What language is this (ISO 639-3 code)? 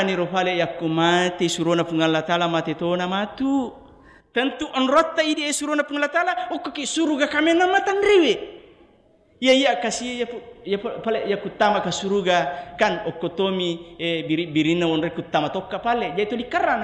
bug